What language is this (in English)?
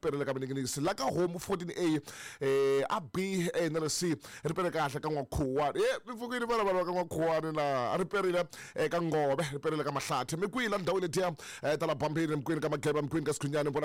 Tsonga